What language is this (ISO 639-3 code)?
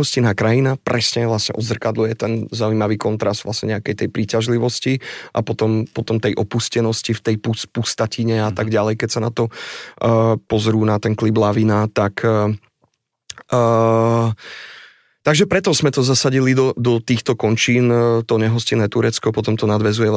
slk